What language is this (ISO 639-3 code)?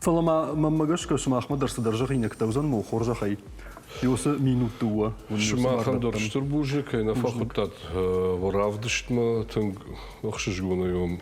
oss